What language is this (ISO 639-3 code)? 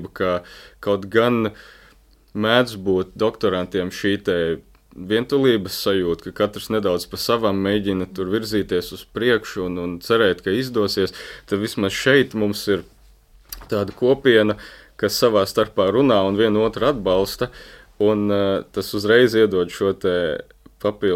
lav